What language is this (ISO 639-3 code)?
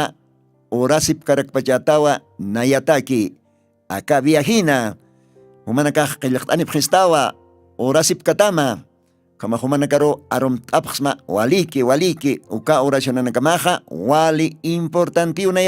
aym